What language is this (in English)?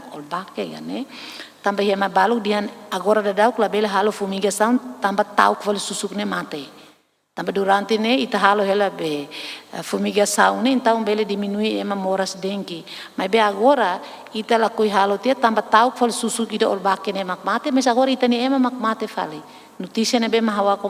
Tetum